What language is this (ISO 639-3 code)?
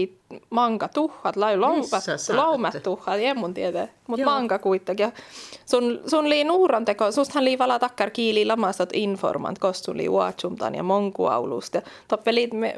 fin